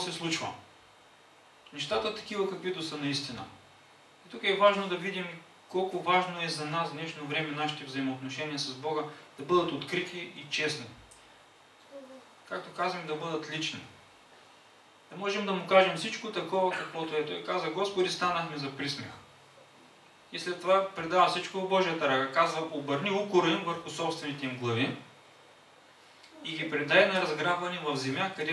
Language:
Bulgarian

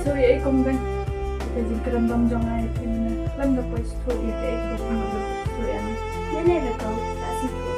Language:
Khasi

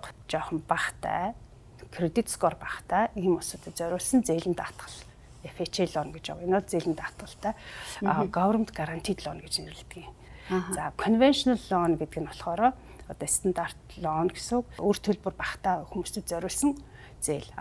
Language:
Mongolian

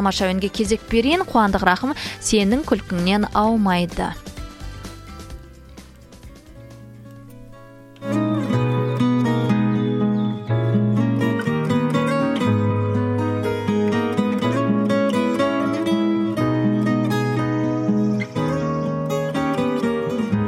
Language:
Kazakh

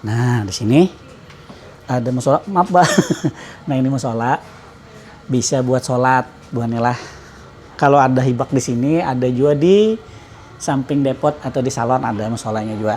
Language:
Banjar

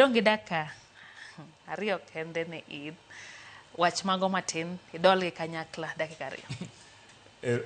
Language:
Luo (Kenya and Tanzania)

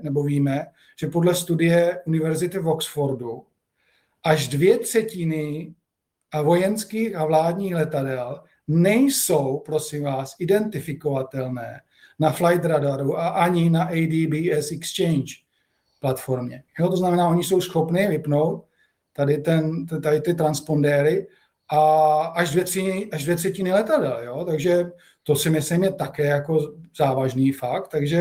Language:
Czech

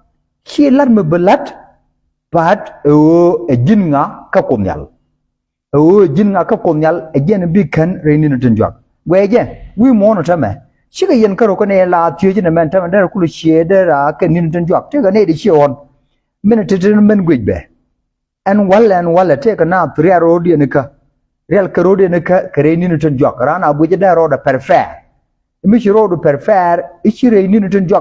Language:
Nuer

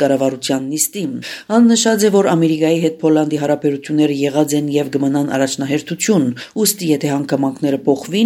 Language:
Armenian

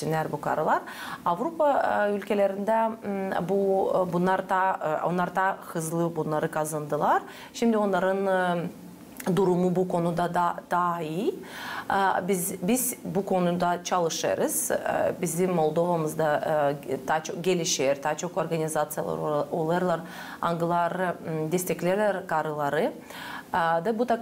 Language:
Gagauz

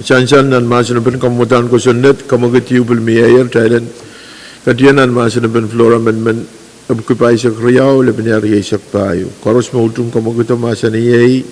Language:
Pohnpeian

